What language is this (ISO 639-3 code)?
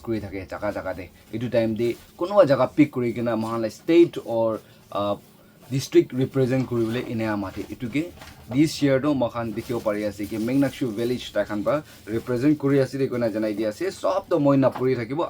nag